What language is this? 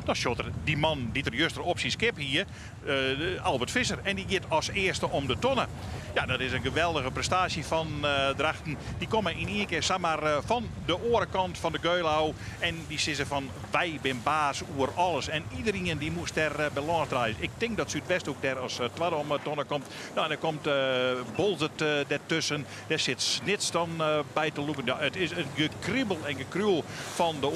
Western Frisian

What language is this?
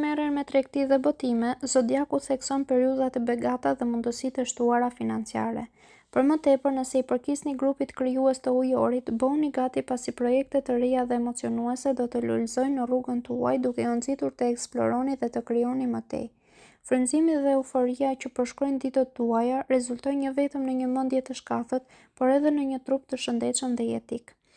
Albanian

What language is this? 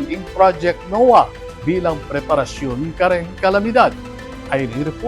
Pampanga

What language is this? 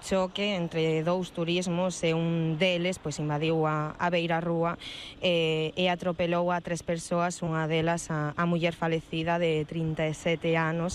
Galician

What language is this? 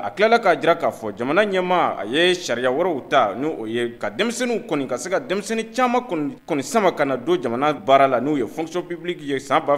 Bambara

